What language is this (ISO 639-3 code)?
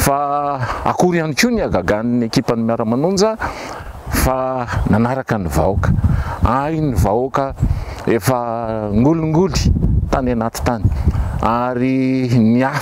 mlg